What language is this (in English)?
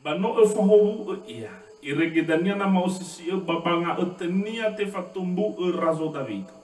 Nias